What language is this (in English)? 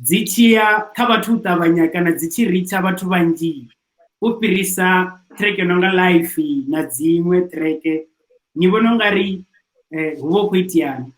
Venda